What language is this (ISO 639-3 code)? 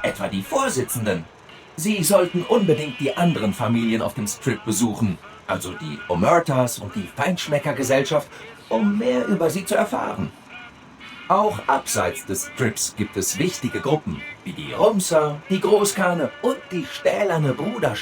bar